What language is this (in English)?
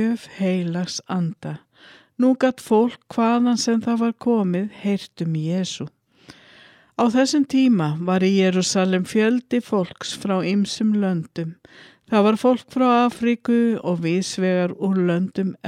Icelandic